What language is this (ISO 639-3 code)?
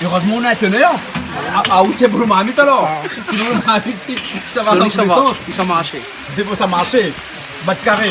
rcf